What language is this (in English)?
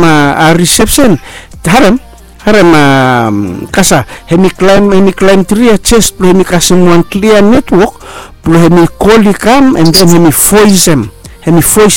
Bislama